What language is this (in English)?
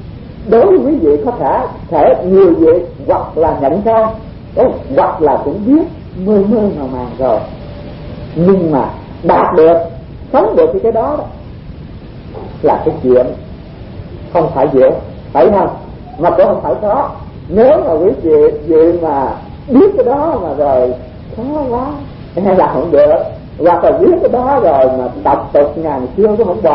Vietnamese